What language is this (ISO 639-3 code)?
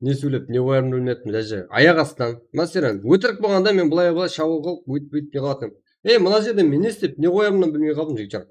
kaa